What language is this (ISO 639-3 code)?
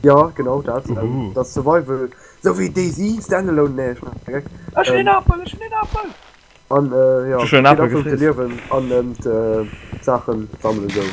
ltz